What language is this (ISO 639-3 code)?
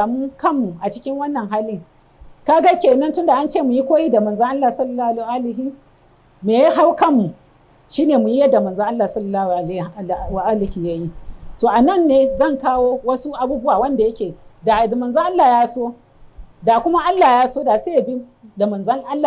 hau